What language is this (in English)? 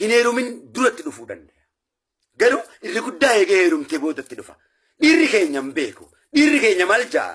Oromo